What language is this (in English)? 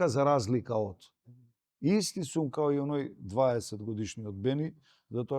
Macedonian